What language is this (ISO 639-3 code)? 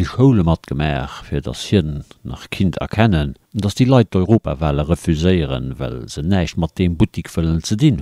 ltz